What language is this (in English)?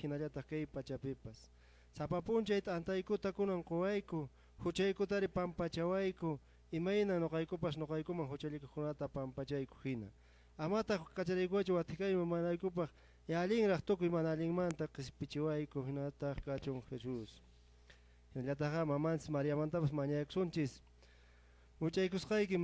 Quechua